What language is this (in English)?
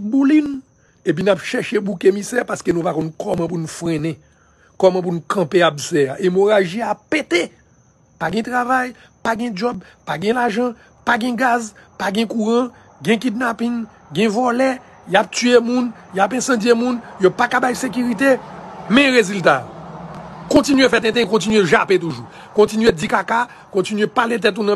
Haitian Creole